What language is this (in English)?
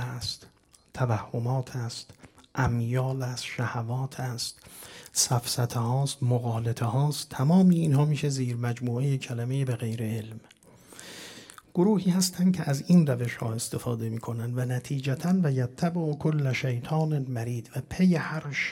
Persian